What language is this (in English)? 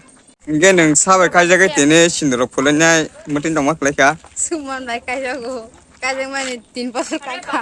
Kok Borok